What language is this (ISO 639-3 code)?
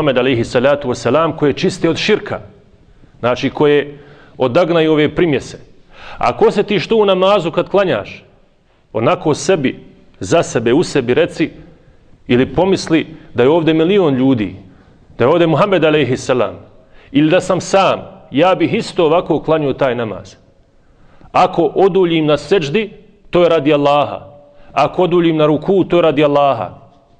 bos